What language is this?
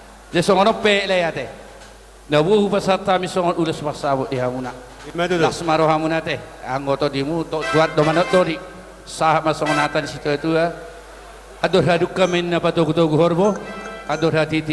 Batak Toba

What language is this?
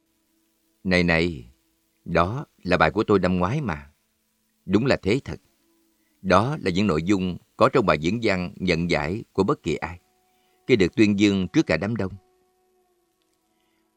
Vietnamese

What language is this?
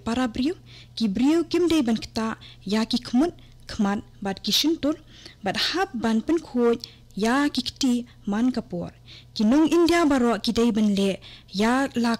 Khasi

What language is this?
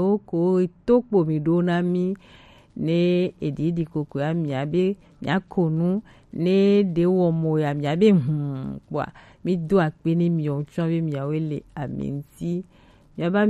Gen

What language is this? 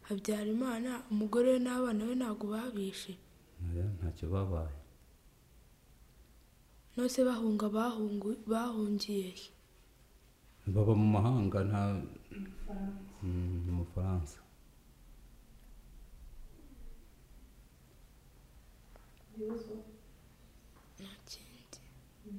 Kinyarwanda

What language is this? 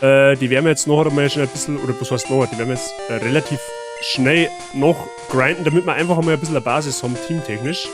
Bavarian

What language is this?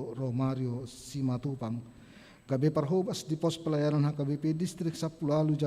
Batak Toba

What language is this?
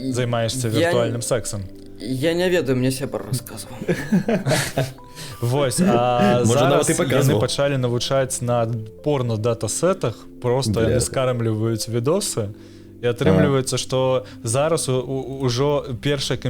Belarusian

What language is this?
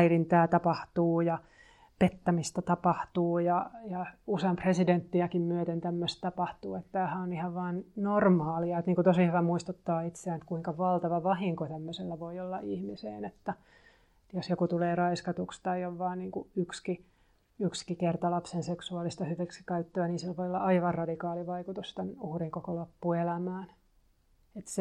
Finnish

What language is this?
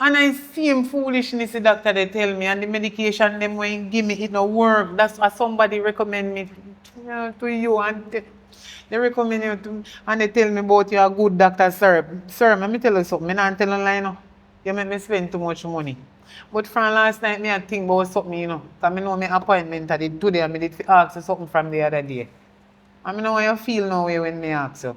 Jamaican Creole English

